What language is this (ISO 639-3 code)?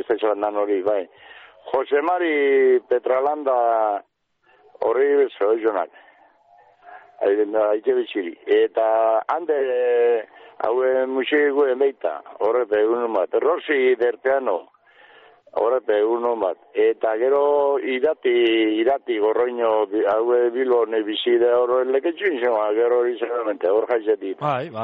eus